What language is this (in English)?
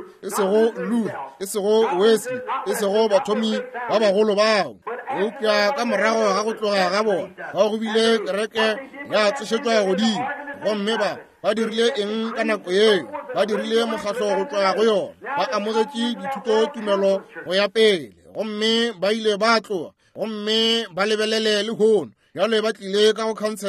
Northern Sotho